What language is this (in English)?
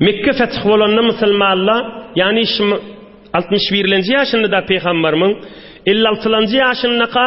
Turkmen